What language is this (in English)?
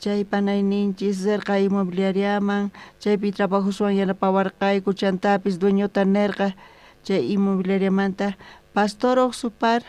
South Bolivian Quechua